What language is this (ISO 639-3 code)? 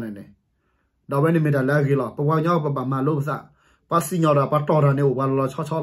ksw